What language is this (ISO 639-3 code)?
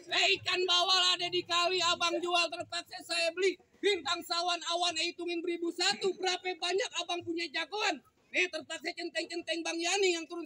bew